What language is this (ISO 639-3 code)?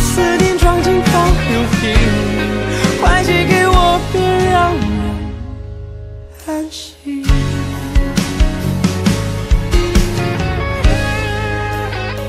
zho